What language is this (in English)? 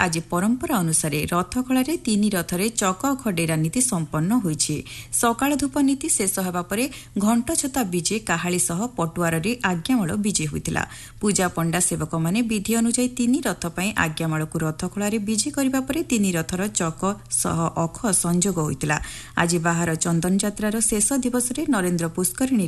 Odia